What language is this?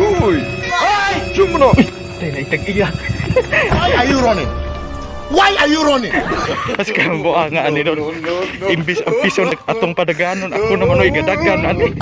Cebuano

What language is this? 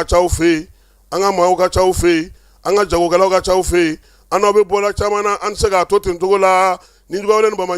Bambara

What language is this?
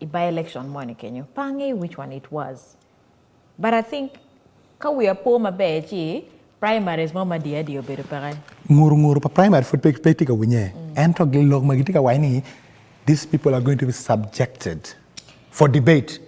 Acoli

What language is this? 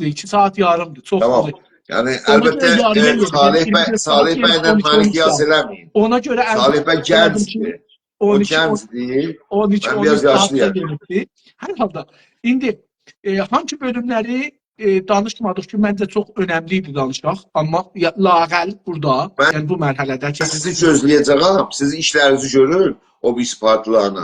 South Azerbaijani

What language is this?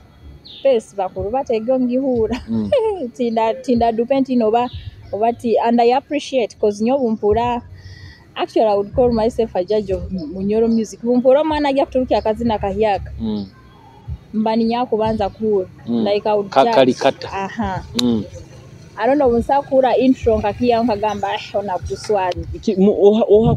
Nyoro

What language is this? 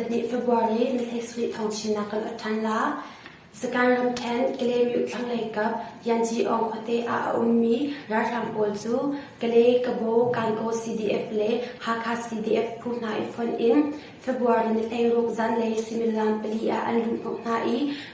Hakha Chin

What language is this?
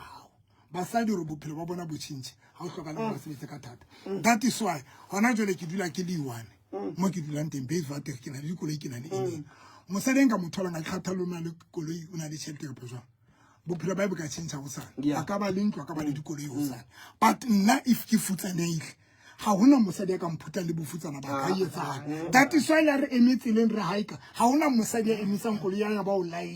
Southern Sotho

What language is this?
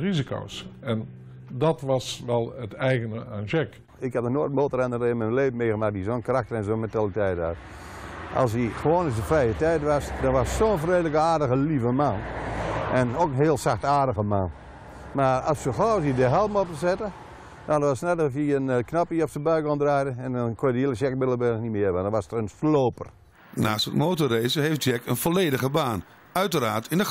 Dutch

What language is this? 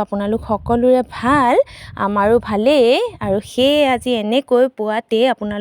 Assamese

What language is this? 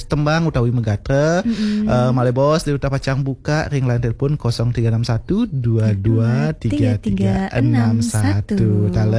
Balinese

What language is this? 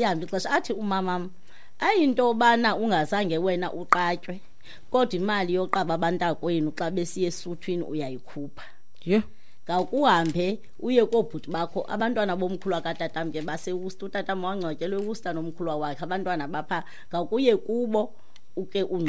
Xhosa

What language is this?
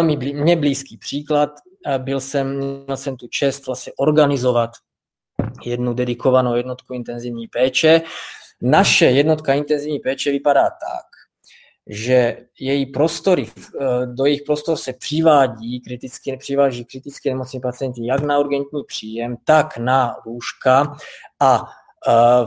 Czech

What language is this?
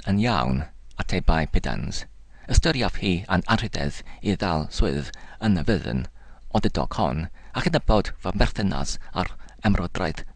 Welsh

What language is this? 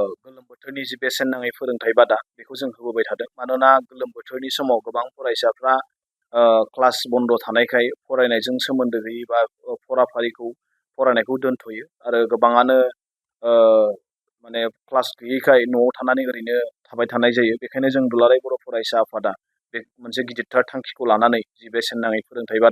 Bodo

